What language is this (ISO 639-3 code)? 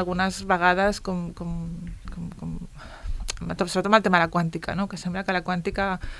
cat